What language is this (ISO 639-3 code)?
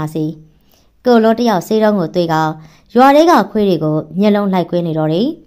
mya